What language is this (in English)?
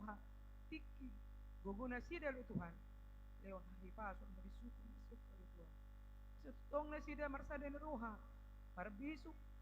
Batak Toba